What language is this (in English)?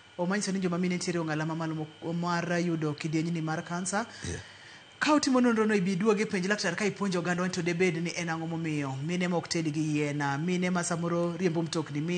Luo (Kenya and Tanzania)